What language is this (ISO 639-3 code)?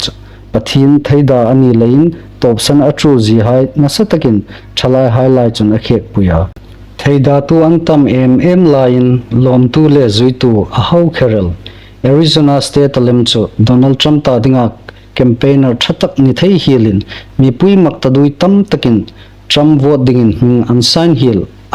hmr